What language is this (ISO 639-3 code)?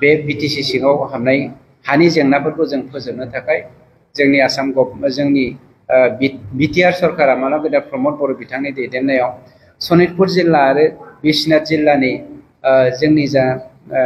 brx